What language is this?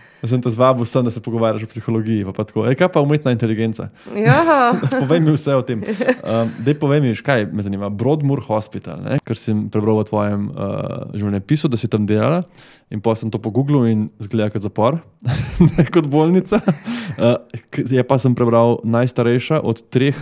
Slovenian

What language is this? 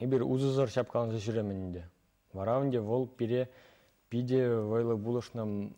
Chuvash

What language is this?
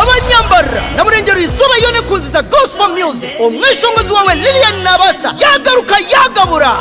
Nyankole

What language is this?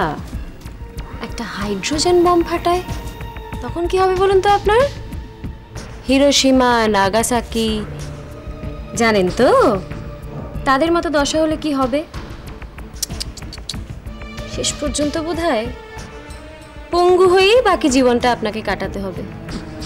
Bangla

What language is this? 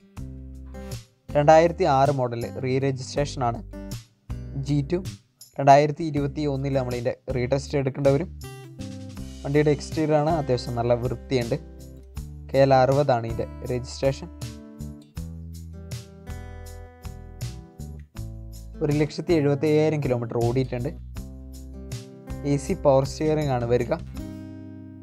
Malayalam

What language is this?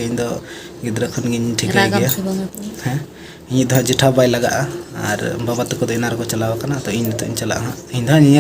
Santali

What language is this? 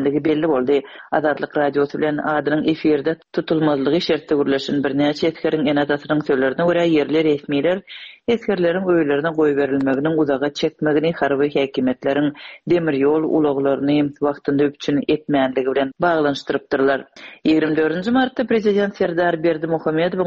Turkmen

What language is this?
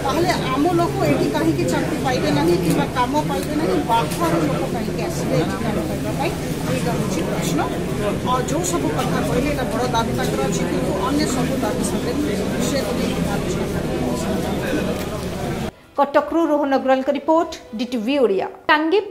Odia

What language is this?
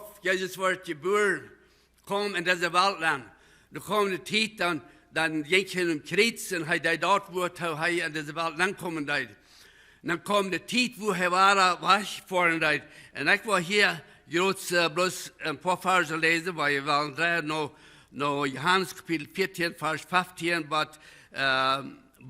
Plautdietsch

